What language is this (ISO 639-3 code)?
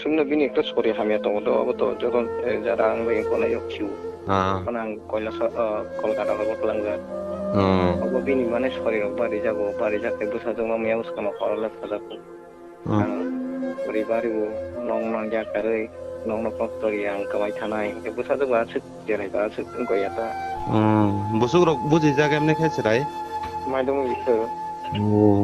trp